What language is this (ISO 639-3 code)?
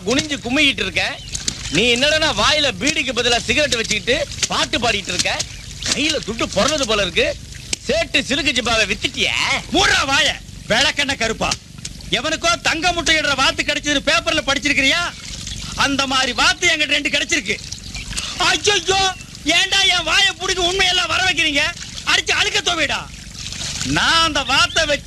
tam